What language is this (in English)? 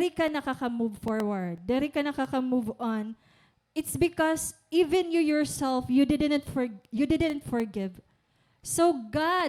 Waray